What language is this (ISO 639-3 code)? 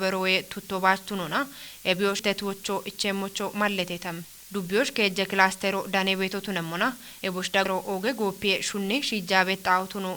kbr